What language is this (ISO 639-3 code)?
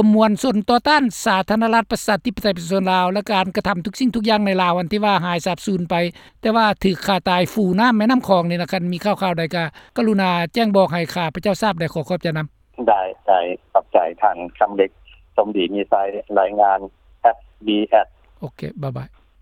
lao